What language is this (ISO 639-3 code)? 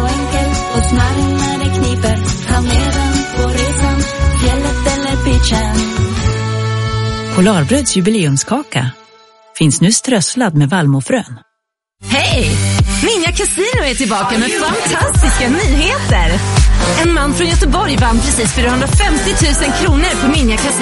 swe